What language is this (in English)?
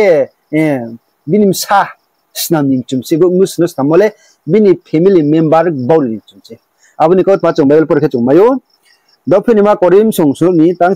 Riang (India)